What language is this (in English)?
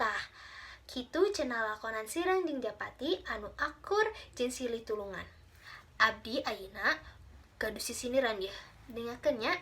Sundanese